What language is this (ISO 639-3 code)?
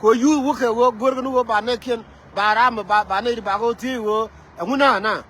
nus